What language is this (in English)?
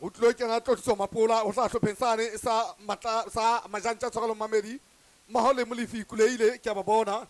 Southern Sotho